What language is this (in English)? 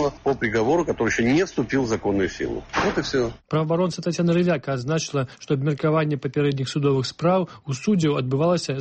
Belarusian